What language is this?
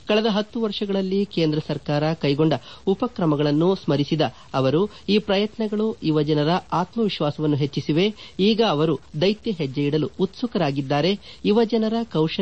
Kannada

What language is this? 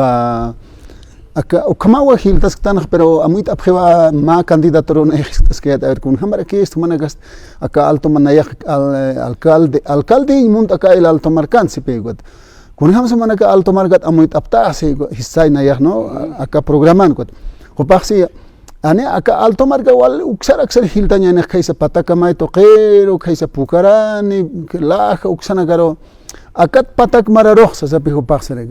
Aymara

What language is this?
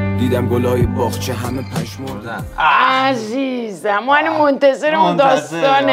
Persian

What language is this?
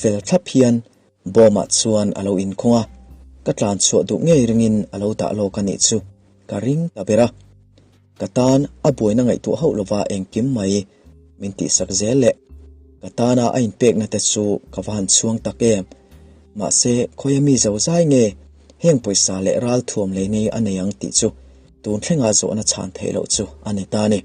Mizo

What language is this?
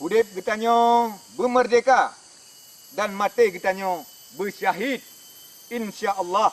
Achinese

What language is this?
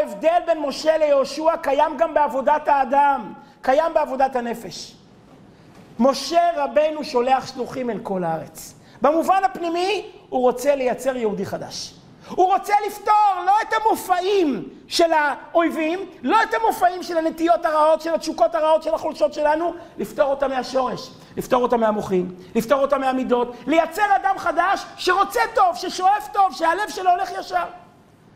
Hebrew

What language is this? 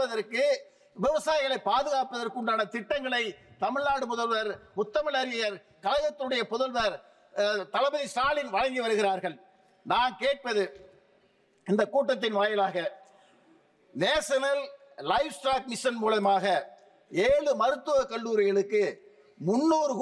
Tamil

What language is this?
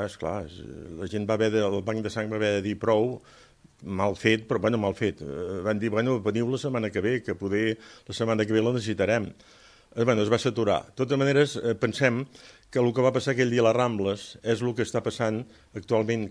Catalan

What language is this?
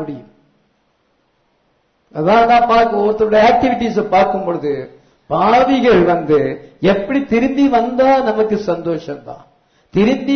Tamil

